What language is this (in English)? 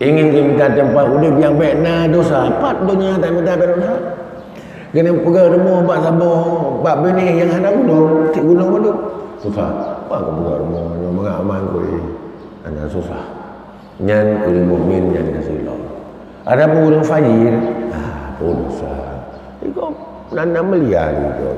Achinese